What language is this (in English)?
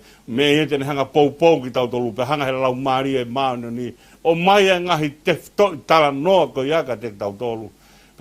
Tongan